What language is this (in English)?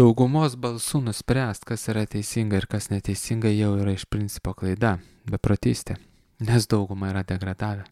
Lithuanian